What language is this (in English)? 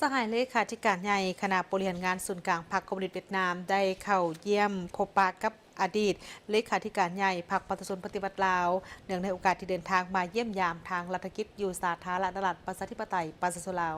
Lao